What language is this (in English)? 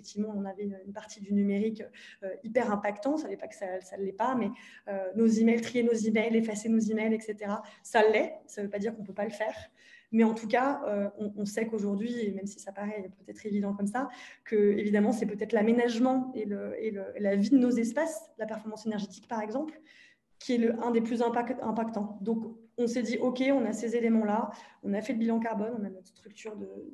French